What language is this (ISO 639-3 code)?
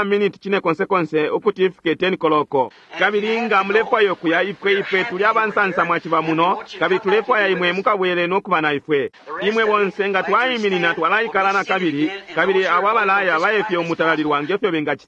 bem